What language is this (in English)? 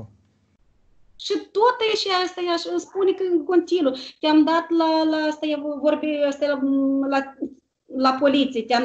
Romanian